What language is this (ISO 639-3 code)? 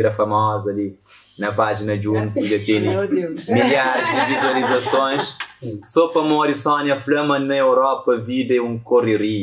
kea